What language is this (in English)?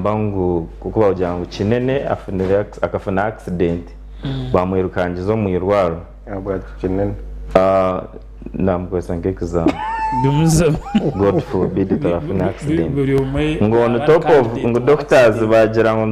Nyankole